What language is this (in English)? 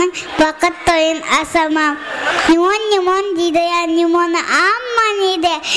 Kara-Kalpak